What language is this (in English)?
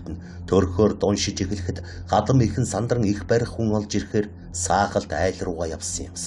Mongolian